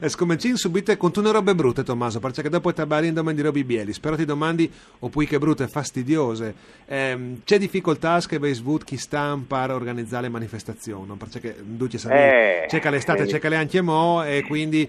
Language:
Friulian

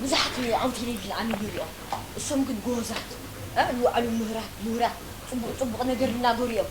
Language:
Tigrinya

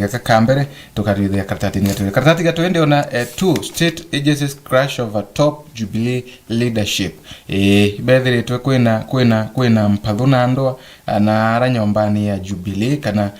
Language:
Meru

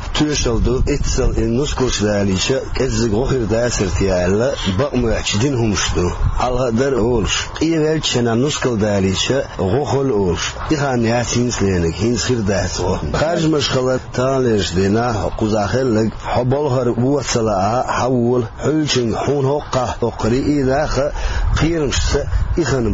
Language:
Chechen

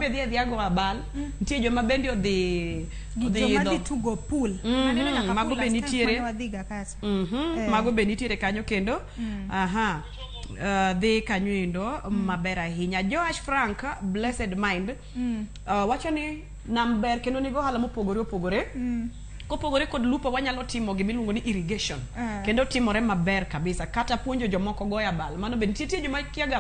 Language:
Luo (Kenya and Tanzania)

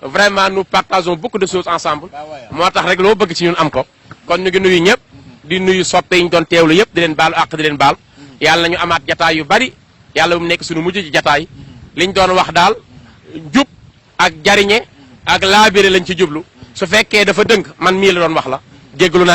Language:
Wolof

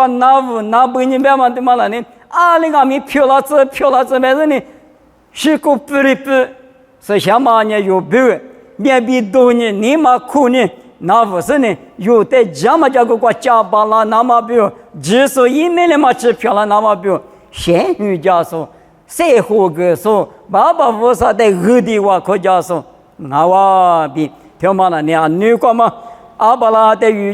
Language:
Lisu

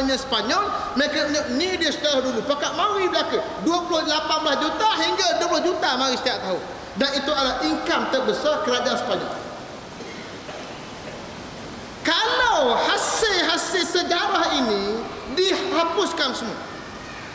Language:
Malay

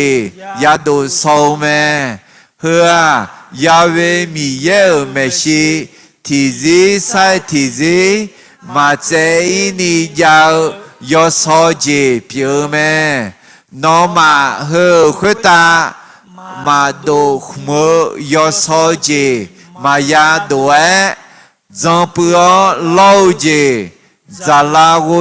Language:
Akha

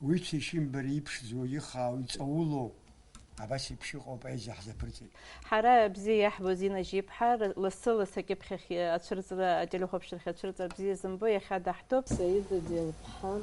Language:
Abkhazian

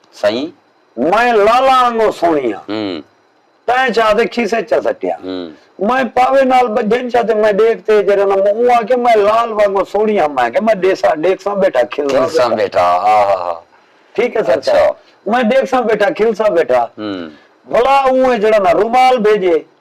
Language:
Saraiki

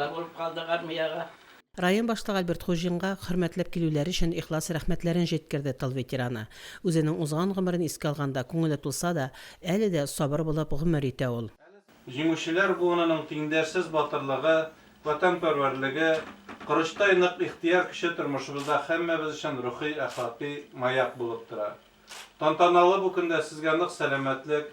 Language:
Tatar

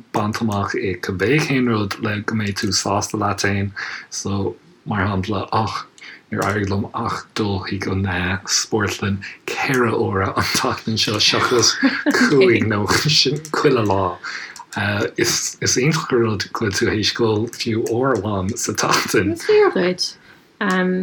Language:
Irish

